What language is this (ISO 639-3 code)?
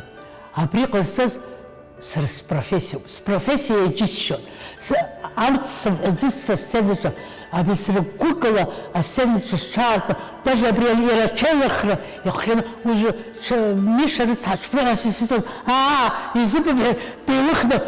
abk